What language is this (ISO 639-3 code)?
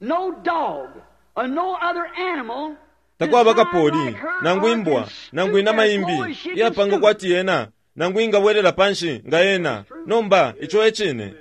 bem